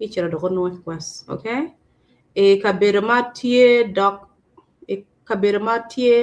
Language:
Acoli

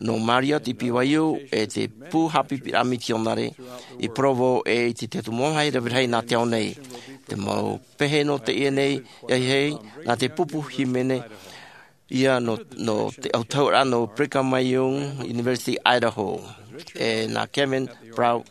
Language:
Tahitian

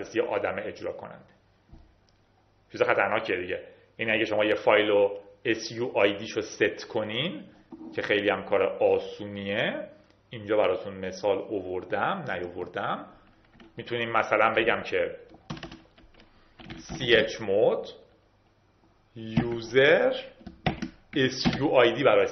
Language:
Persian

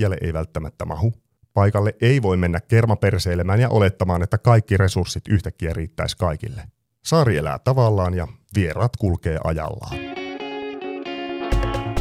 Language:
Finnish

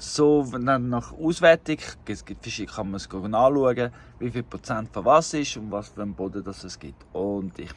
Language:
Swiss German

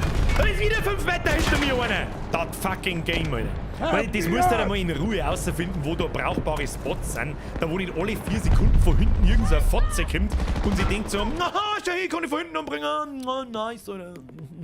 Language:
Bavarian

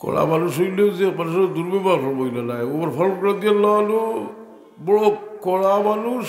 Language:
Sylheti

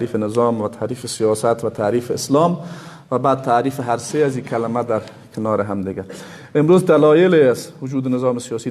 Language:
Persian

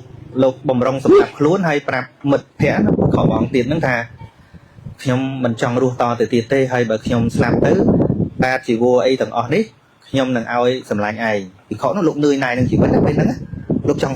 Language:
Khmer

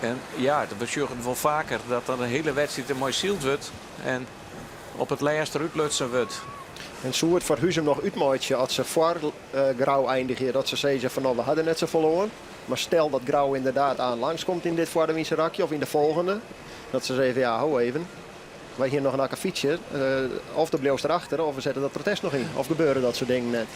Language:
Western Frisian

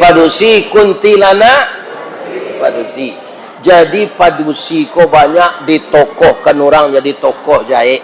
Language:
Minangkabau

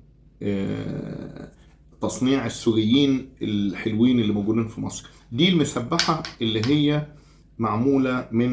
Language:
Egyptian Arabic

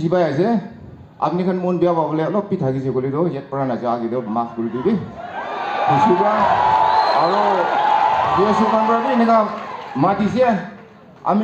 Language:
Naga Pidgin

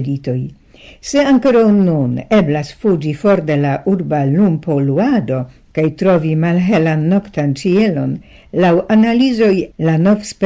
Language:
Esperanto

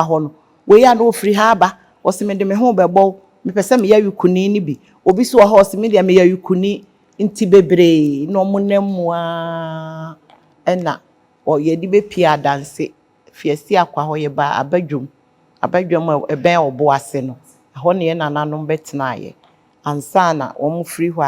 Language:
Akan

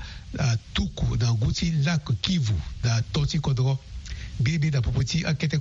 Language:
Sango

